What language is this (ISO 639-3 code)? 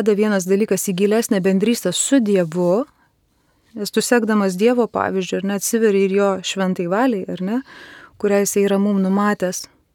lit